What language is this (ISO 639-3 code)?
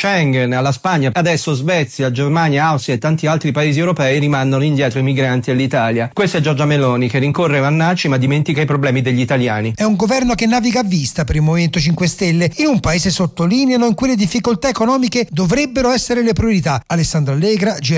ita